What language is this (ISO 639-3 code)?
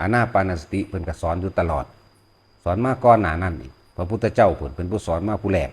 lao